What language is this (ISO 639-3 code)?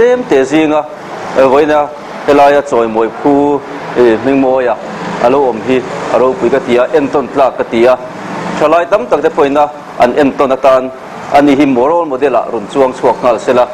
lus